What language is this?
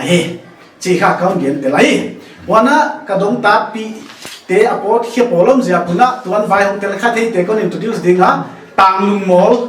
Paite Chin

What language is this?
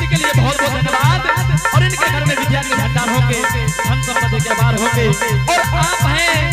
Angika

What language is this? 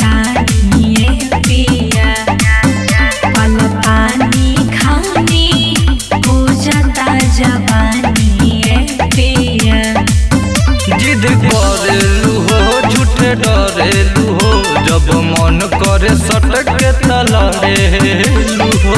Bhojpuri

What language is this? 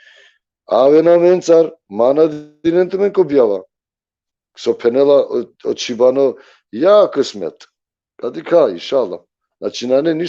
Balkan Romani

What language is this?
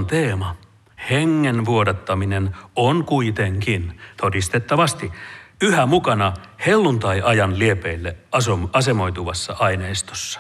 Finnish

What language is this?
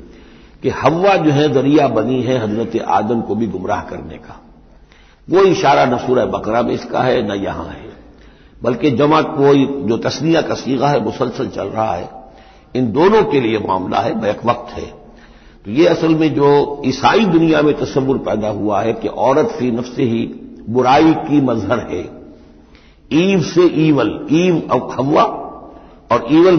Urdu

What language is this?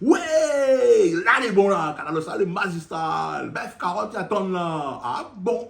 Réunion Creole French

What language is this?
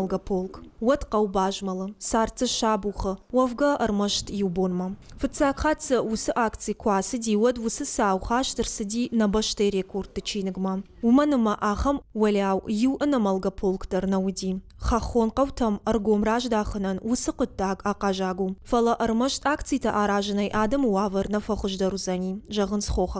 Ossetic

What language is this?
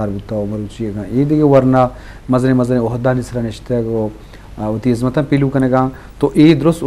Baluchi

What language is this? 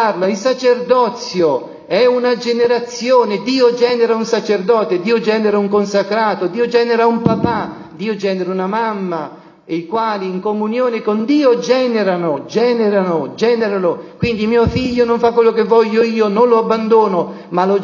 Italian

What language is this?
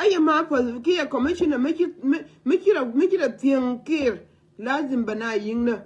Nuer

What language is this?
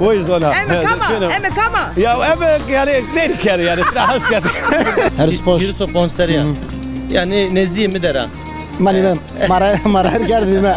Zaza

